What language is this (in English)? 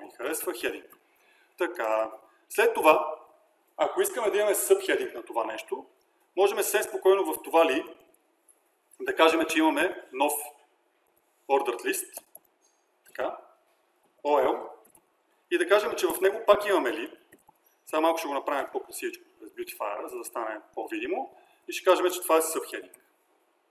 Bulgarian